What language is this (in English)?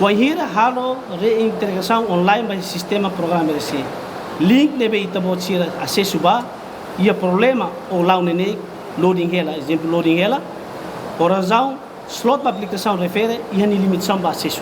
Tetum